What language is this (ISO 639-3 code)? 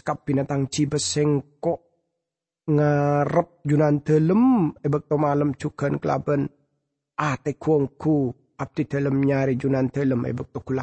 mad